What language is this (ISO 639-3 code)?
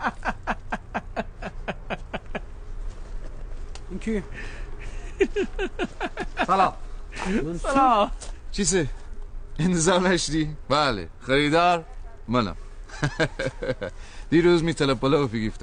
fas